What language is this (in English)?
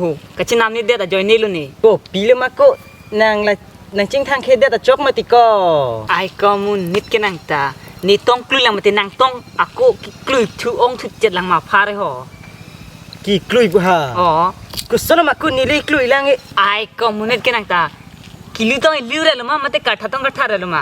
Karbi